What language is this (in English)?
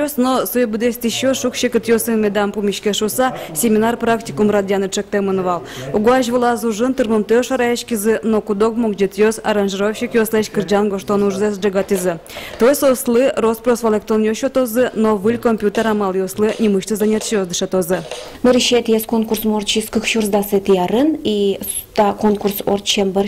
Udmurt